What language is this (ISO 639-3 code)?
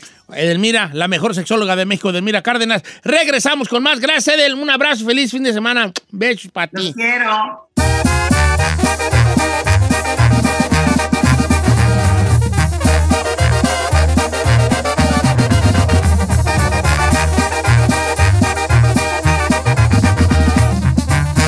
spa